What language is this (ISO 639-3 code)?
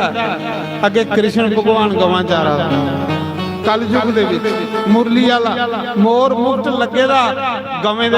doi